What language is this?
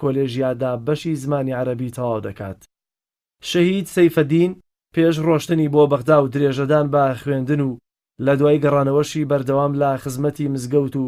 Central Kurdish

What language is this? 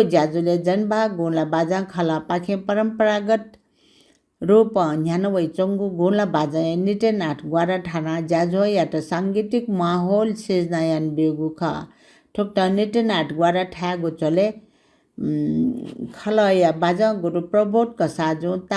Newari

